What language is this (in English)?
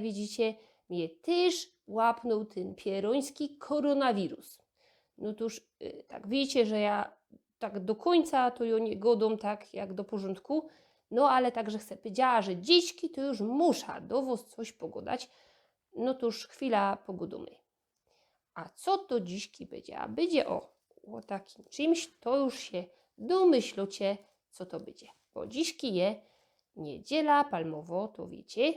Silesian